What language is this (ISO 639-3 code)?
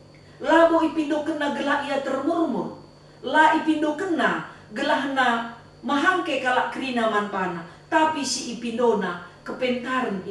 btx